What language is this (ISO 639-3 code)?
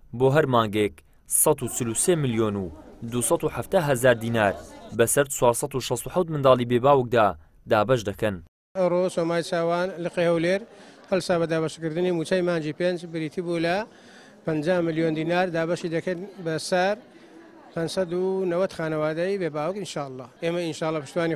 ckb